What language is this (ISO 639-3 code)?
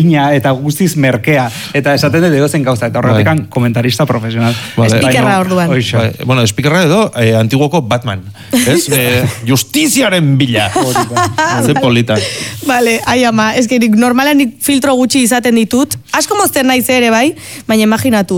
eus